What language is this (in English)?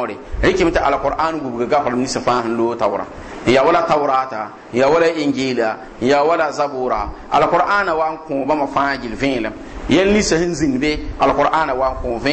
Mossi